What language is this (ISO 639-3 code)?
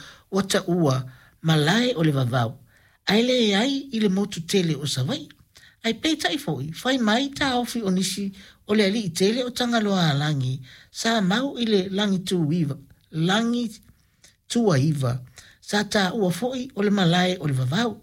smo